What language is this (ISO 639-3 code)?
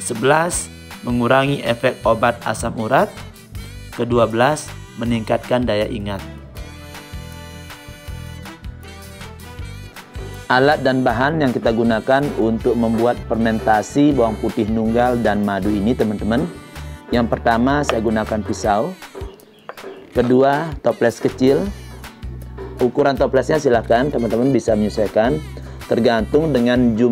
ind